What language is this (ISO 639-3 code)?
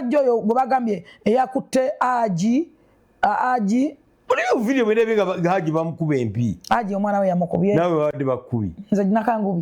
lug